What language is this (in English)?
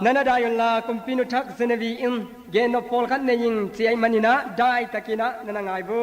Tedim Chin